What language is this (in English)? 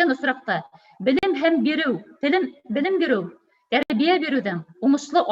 Bashkir